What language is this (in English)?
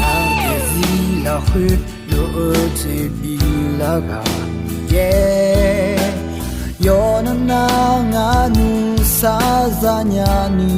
Akha